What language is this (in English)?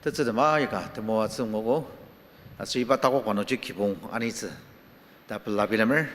Ao Naga